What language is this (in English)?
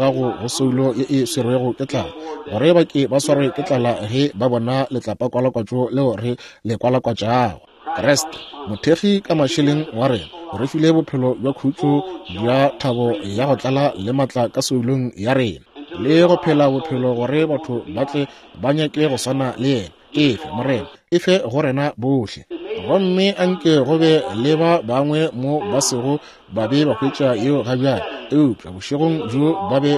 Northern Sotho